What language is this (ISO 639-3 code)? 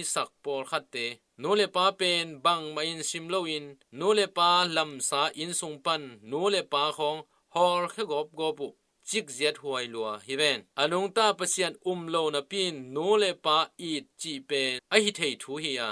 ctd